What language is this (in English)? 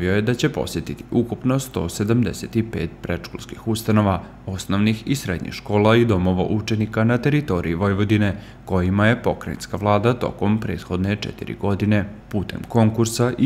Serbian